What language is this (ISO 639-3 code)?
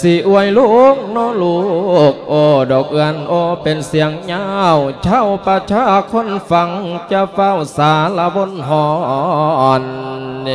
lao